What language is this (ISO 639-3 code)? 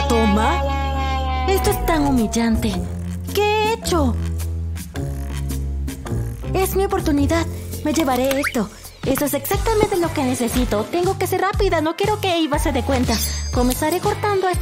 spa